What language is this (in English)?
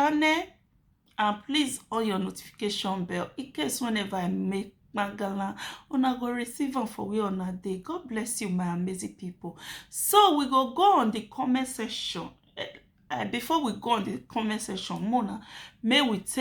Nigerian Pidgin